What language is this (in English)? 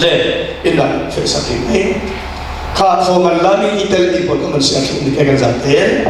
Falam Chin